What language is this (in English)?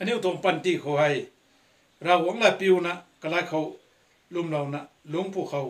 Rongmei Naga